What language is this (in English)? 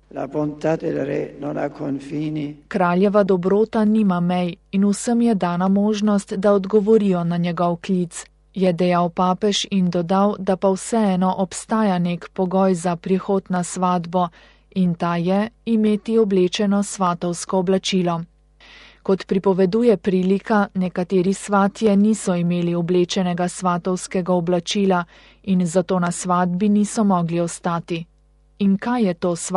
Slovenian